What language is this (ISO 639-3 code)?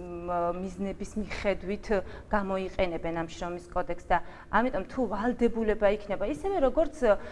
kat